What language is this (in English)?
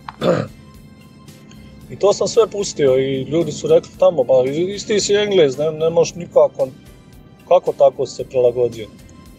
Croatian